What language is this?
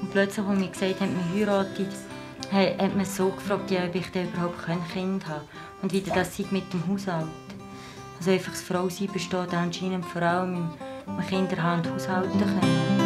Swiss German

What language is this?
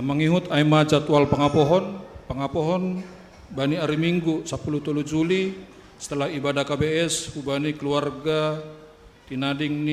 Batak Simalungun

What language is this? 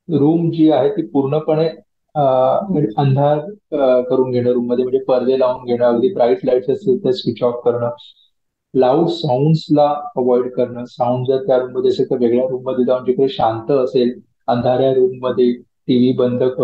Marathi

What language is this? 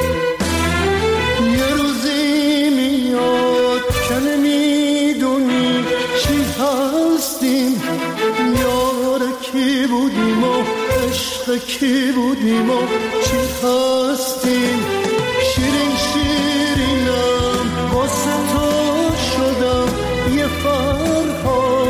Persian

